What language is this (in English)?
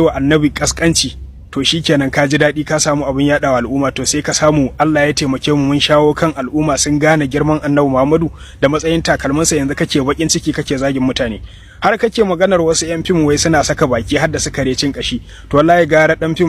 Hausa